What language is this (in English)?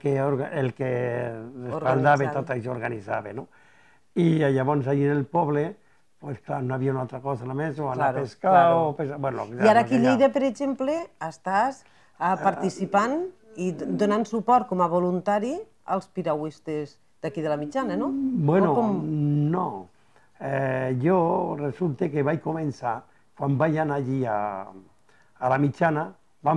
Catalan